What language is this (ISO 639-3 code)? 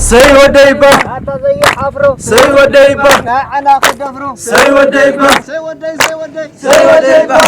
tir